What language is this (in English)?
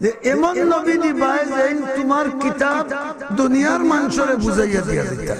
Sylheti